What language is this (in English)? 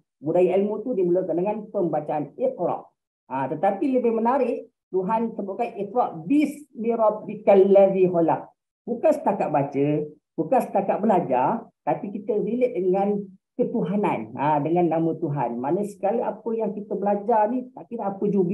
Malay